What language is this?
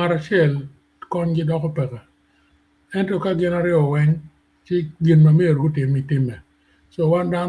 Acoli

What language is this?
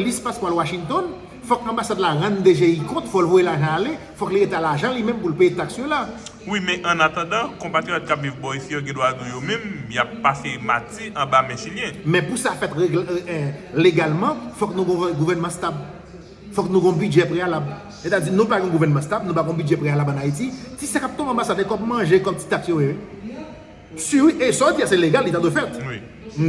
Haitian Creole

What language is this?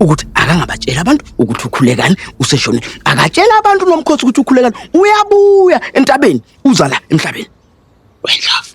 Zulu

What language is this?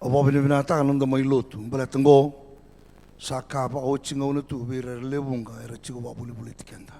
Fijian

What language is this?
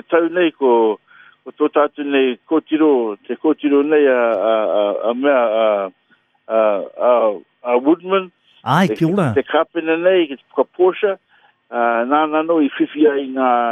Māori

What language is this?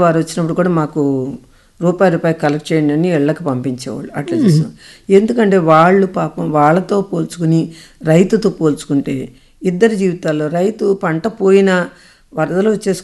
Telugu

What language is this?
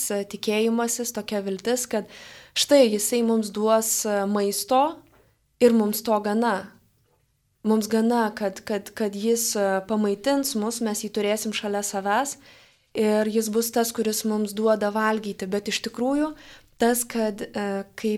Lithuanian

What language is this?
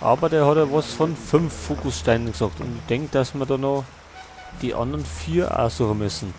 Bavarian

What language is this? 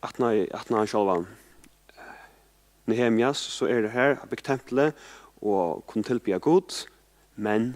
Faroese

